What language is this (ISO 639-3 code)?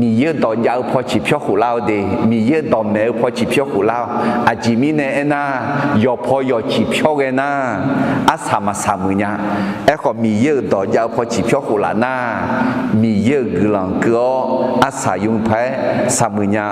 ahk